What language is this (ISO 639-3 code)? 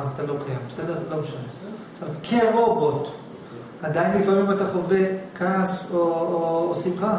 heb